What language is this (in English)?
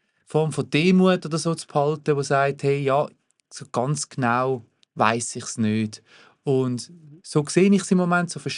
Swiss German